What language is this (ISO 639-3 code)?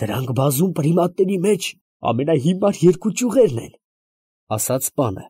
hye